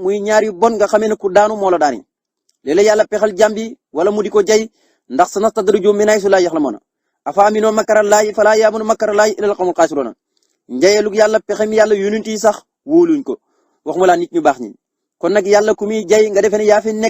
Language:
Wolof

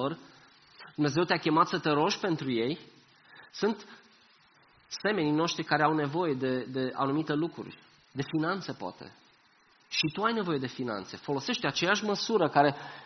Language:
Romanian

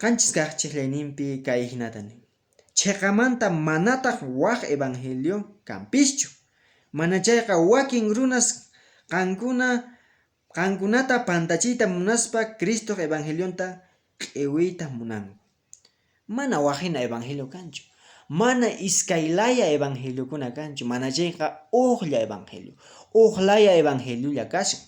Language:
Quechua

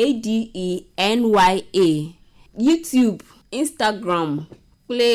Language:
Ewe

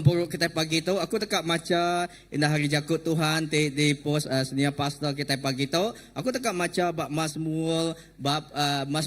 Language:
Iban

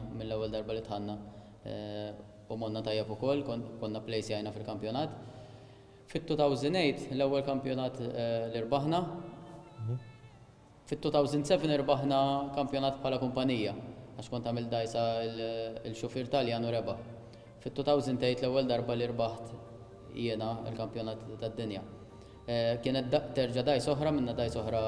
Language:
Maltese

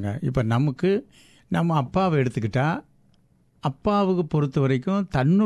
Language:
Tamil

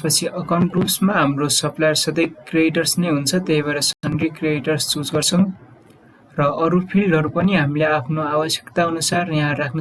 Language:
Nepali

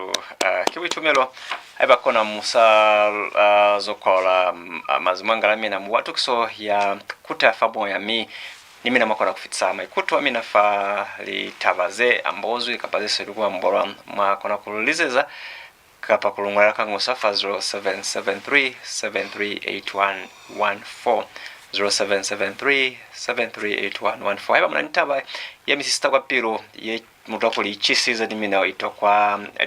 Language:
Lozi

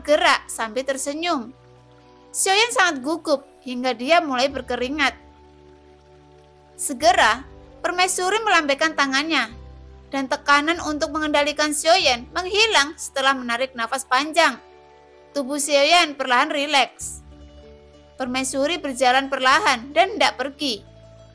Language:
Indonesian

